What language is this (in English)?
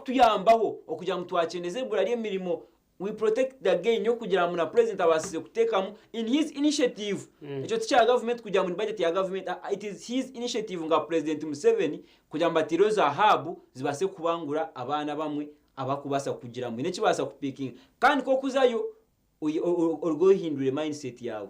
Nyankole